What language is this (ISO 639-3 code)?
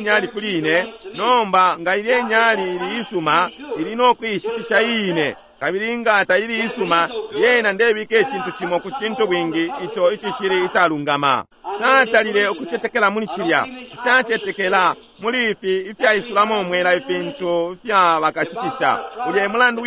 bem